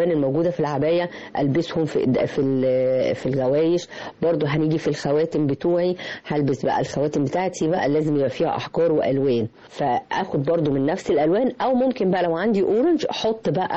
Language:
Egyptian Arabic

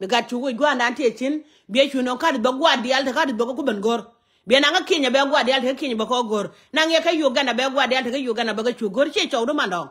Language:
Nuer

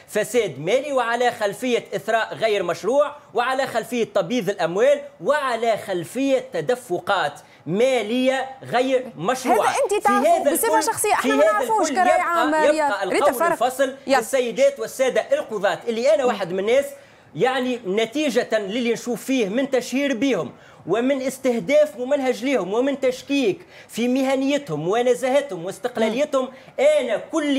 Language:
Tunisian Arabic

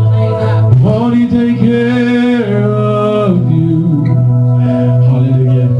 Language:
English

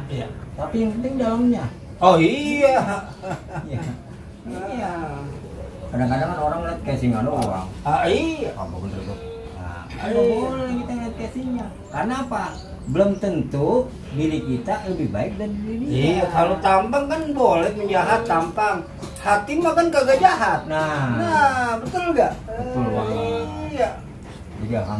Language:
Betawi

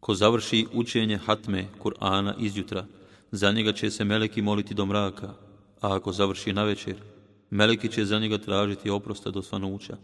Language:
Bosnian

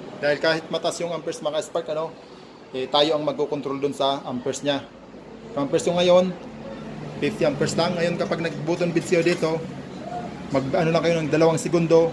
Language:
Filipino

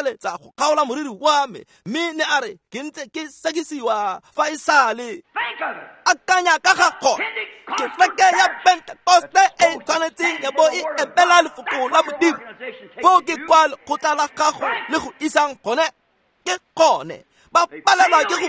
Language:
Tswana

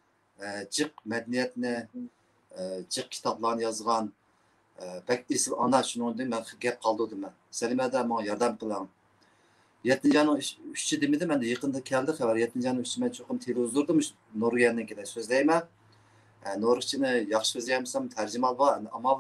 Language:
Uyghur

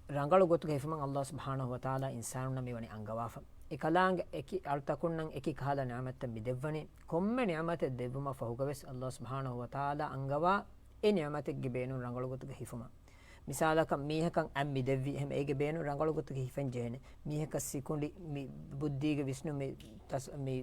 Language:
Divehi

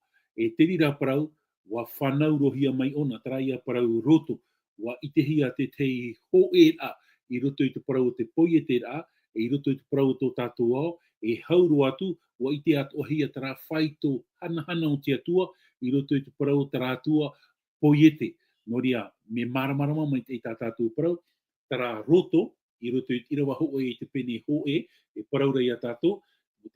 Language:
Tahitian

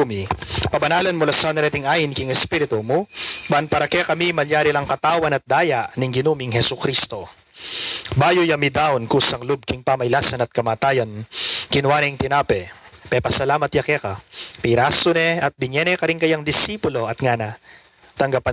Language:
Pampanga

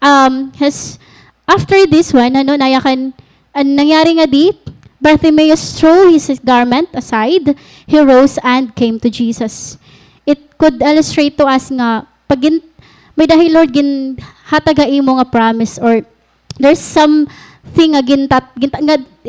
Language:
Waray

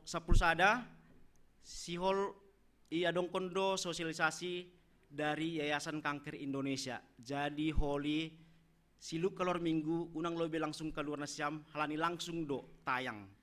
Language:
Batak Simalungun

